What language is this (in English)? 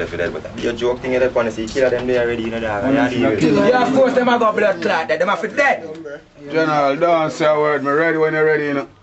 Jamaican Creole English